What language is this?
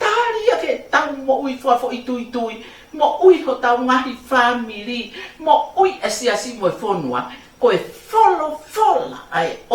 Tongan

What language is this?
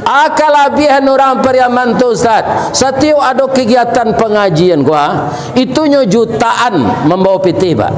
Minangkabau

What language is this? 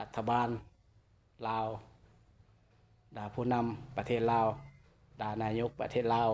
Lao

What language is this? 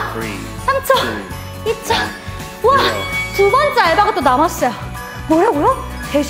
Korean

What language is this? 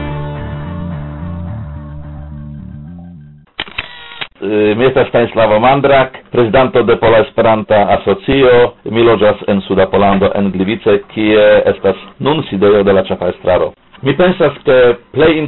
Esperanto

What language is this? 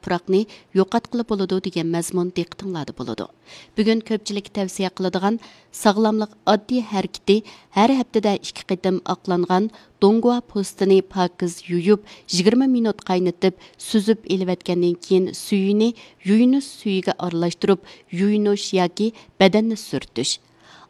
Uyghur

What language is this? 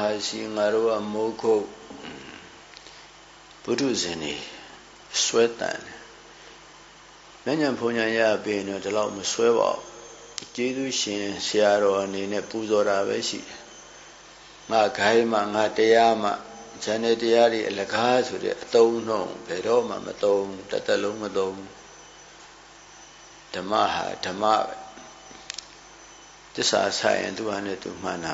Burmese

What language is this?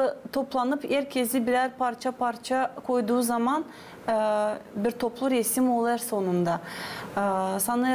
Gagauz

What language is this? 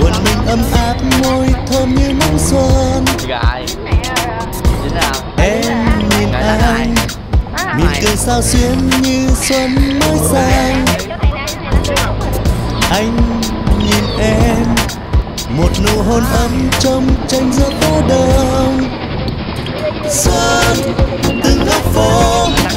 Vietnamese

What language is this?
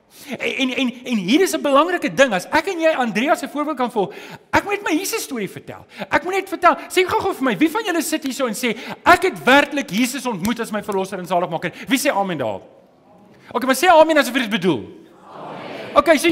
Afrikaans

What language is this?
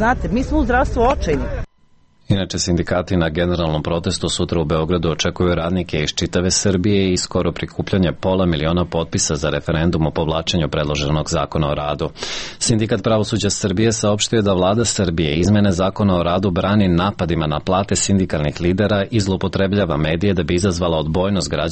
Serbian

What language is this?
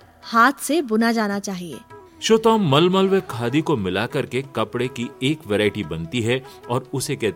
Hindi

